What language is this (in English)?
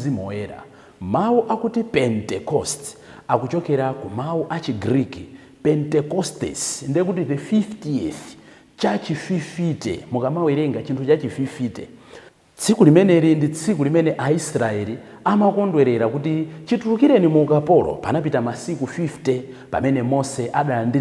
Nyanja